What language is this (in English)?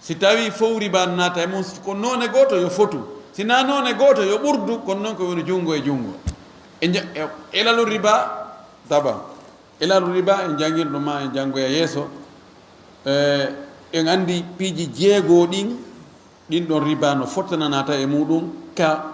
Fula